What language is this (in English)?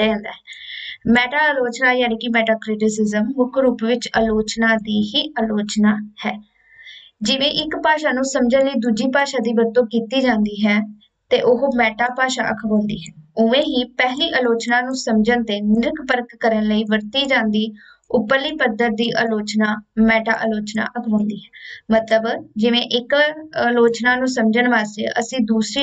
Punjabi